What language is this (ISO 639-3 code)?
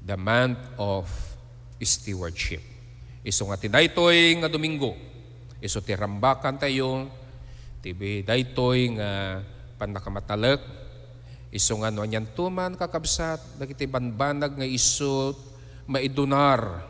ilo